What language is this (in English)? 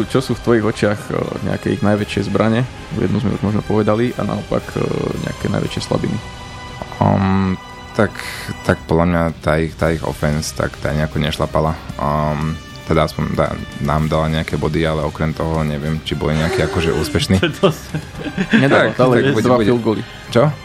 Slovak